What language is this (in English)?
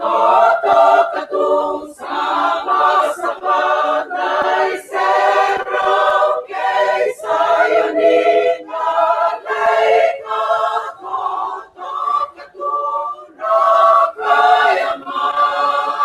Fijian